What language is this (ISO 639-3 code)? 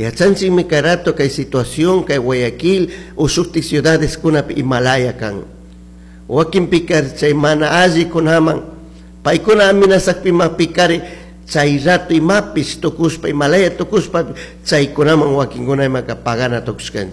qug